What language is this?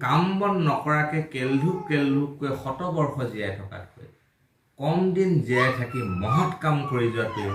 Assamese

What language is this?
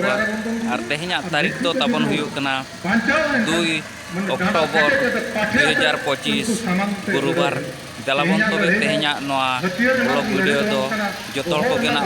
Santali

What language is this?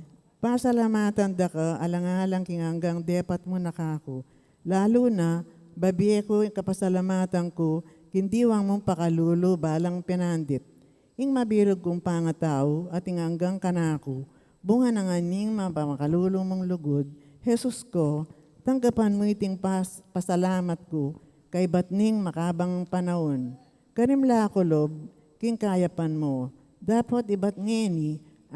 Pampanga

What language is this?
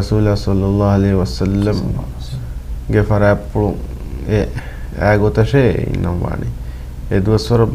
Divehi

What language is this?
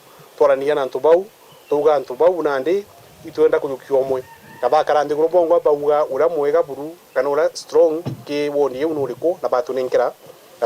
Meru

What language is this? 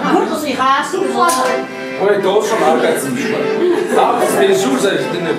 Kabardian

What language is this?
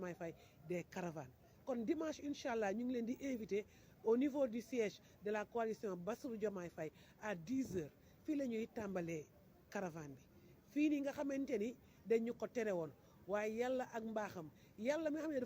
Wolof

